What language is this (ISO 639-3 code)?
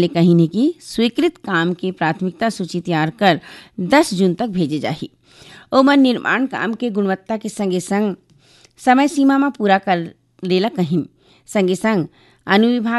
hne